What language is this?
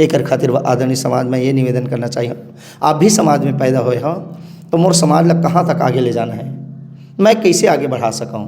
Chhattisgarhi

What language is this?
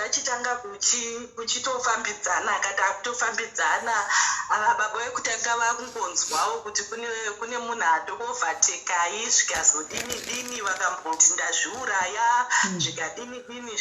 Shona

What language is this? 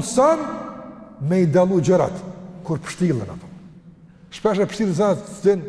Albanian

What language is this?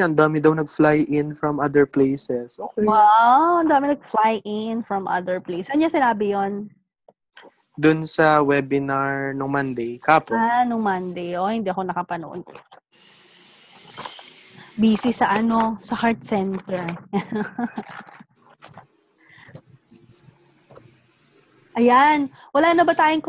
Filipino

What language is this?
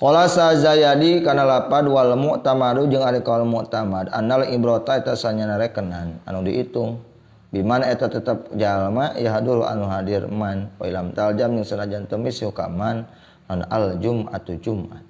Sundanese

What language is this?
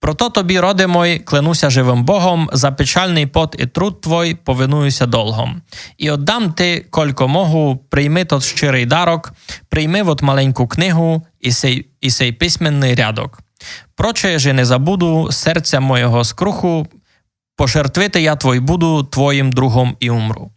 Rusyn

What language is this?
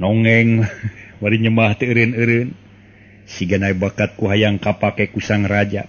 Sundanese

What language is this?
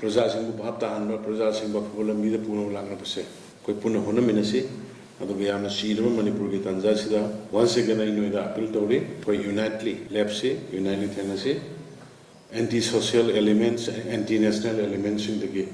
Manipuri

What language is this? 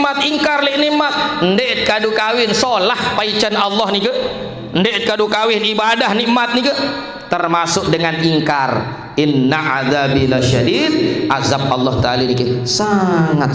Sasak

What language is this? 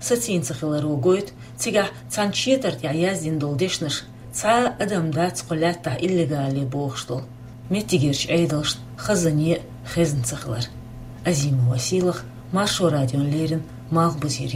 Chechen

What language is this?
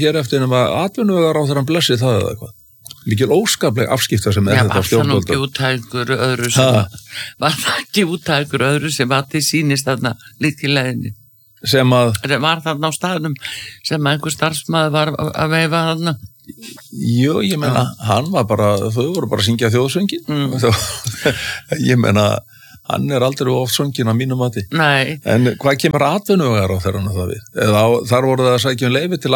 Icelandic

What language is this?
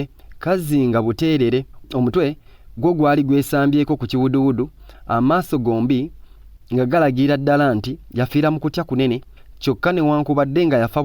Ganda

